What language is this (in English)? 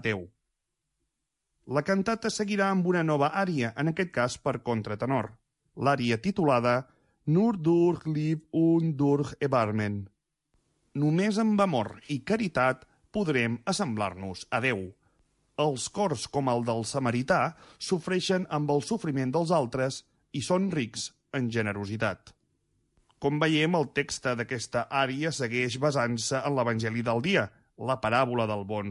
Catalan